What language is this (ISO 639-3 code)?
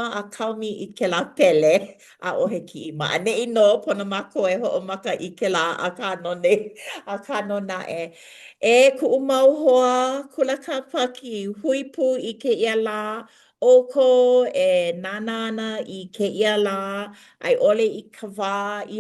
haw